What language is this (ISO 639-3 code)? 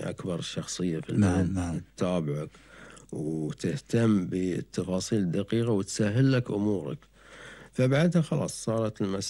afb